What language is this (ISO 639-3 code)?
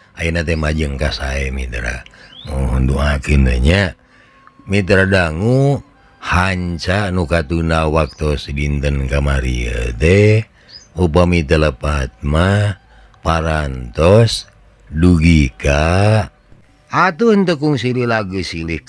sun